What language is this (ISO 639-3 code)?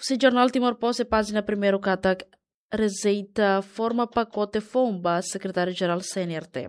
tet